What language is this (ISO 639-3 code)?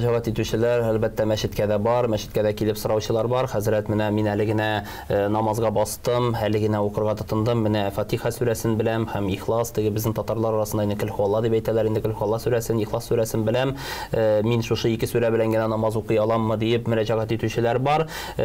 tat